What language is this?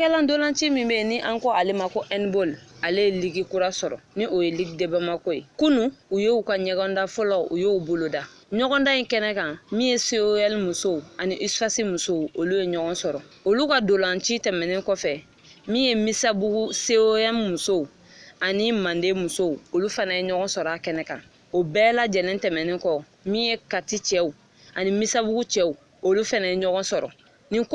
Bambara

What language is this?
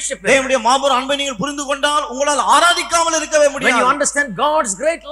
Tamil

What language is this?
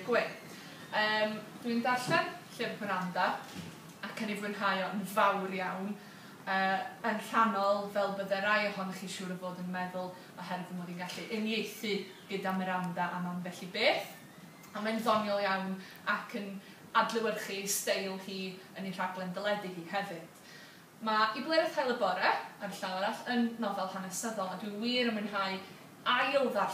Welsh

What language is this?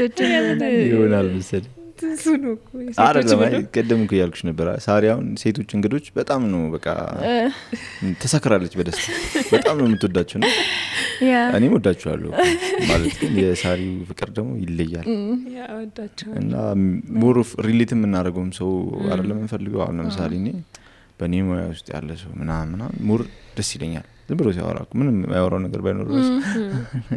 Amharic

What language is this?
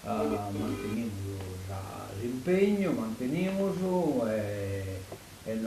Sardinian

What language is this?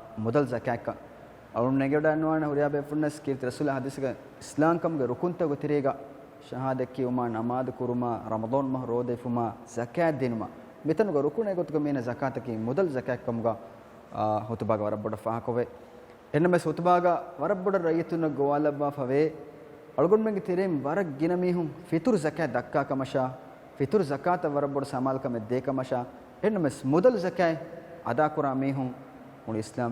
Divehi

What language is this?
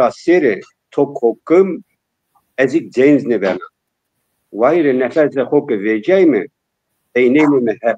Zaza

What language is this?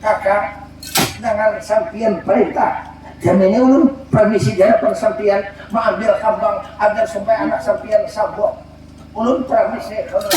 Banjar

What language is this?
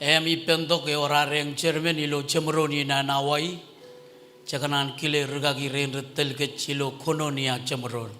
Marshallese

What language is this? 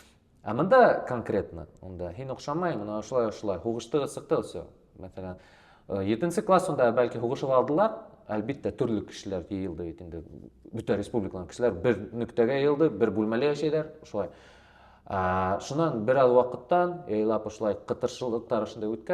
Bashkir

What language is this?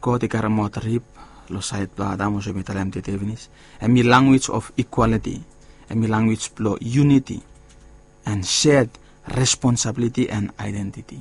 Bislama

